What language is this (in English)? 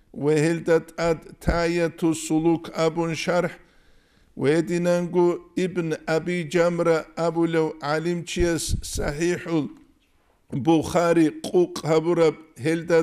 Avaric